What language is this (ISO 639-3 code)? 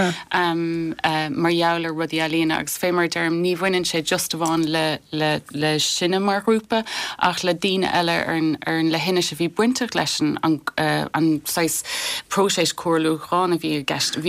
gle